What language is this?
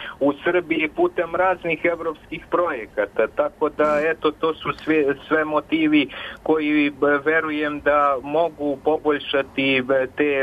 Serbian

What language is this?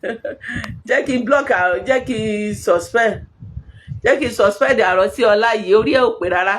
Yoruba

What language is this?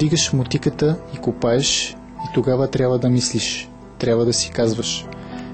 Bulgarian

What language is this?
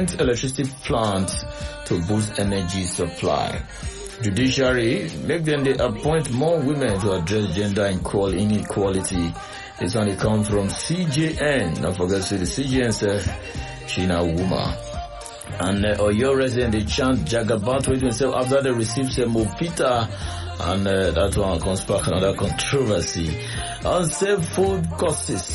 English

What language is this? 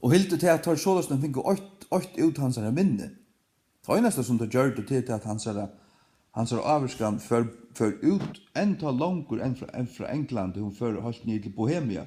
Faroese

